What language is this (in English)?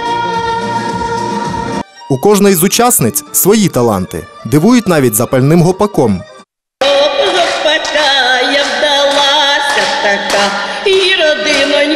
Ukrainian